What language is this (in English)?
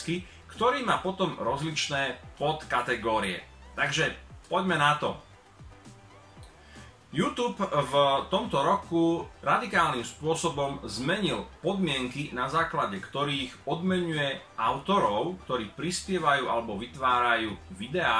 Slovak